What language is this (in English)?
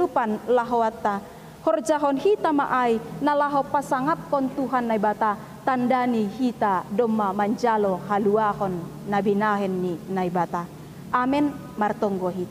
Batak Simalungun